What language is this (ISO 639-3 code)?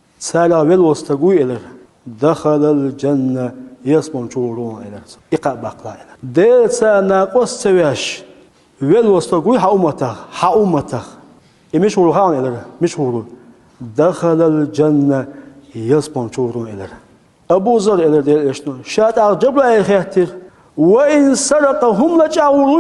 che